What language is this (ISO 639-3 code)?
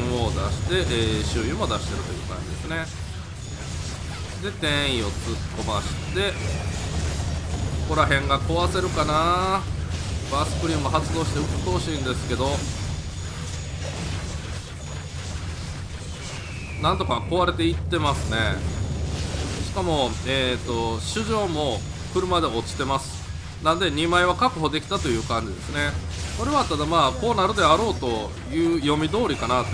jpn